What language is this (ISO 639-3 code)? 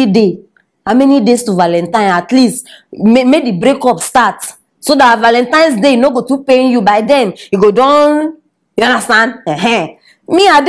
pcm